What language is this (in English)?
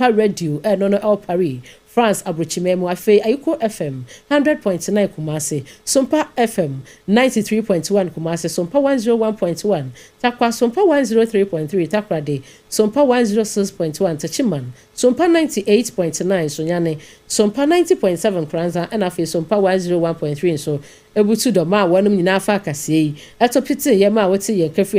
Akan